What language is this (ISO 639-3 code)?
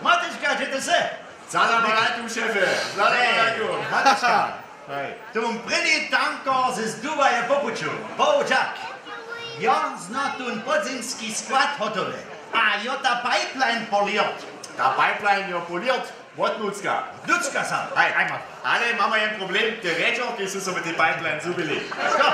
hsb